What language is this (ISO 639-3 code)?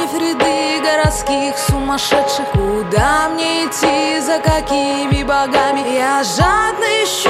rus